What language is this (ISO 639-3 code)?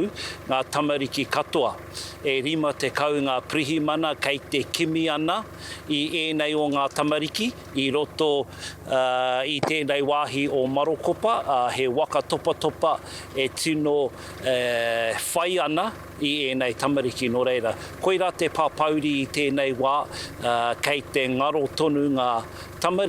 mri